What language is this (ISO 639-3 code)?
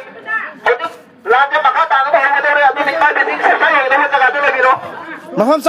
mni